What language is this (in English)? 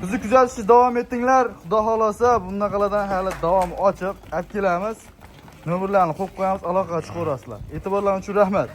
Uzbek